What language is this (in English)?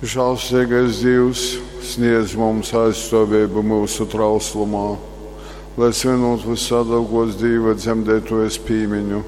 Latgalian